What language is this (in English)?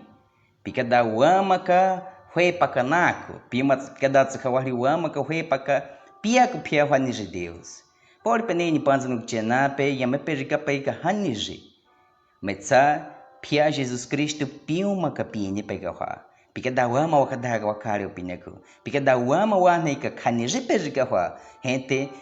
Baniwa